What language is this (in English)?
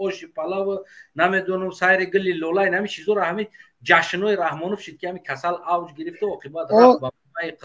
Tajik